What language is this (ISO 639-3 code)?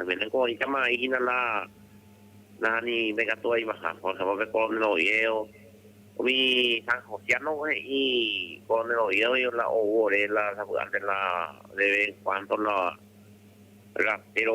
grn